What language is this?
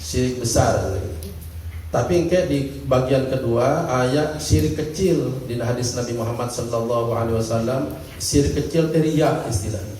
Sundanese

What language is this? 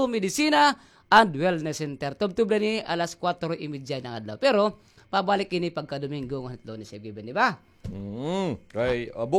Waray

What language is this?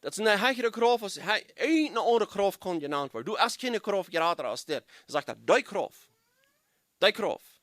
Plautdietsch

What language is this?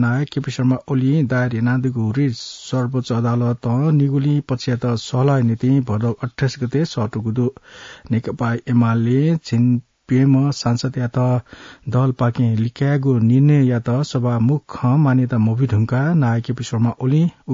Newari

